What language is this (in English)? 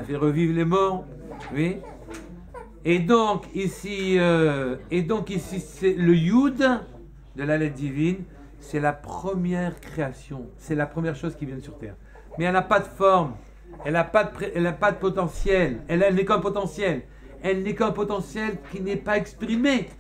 French